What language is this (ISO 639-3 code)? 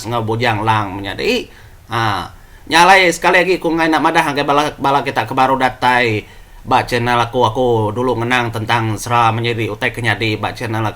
iba